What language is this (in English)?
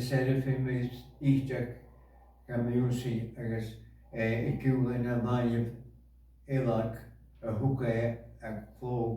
Scottish Gaelic